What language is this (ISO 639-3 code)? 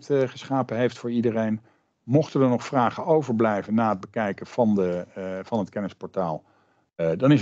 nld